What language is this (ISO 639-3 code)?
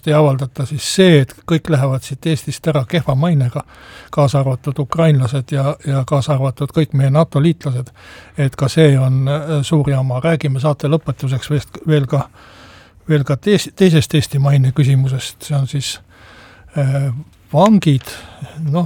est